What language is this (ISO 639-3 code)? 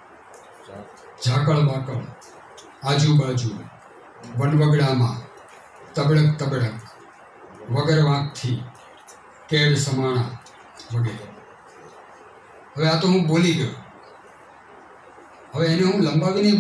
guj